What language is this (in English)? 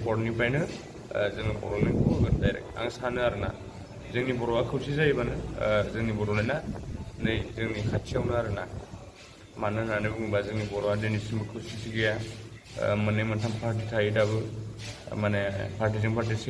Bodo